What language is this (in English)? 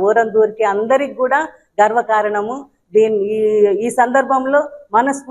Telugu